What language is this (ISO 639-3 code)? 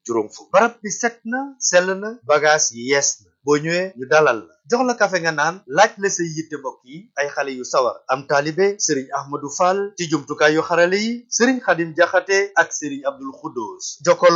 wol